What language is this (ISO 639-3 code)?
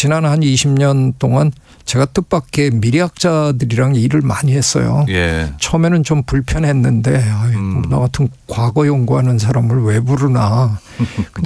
kor